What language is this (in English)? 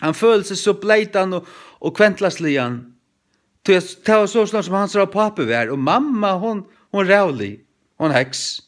Faroese